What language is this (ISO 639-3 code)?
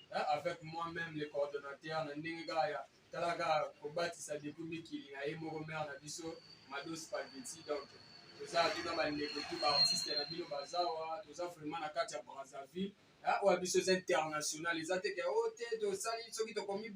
lin